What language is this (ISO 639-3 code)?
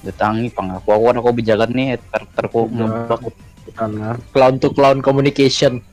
bjn